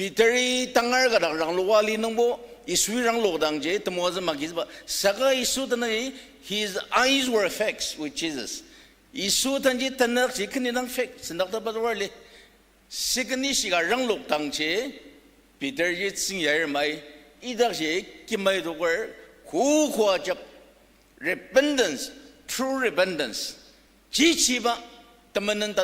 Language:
Ao Naga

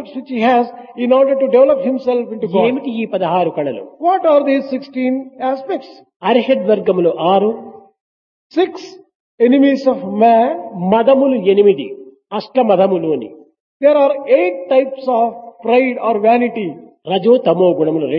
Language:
Telugu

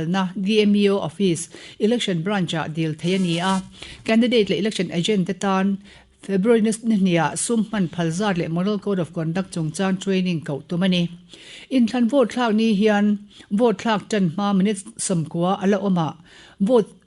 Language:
Mizo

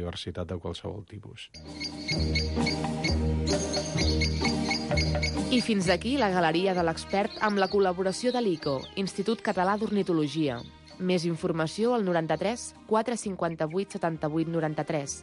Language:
Catalan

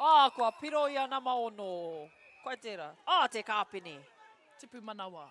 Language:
Māori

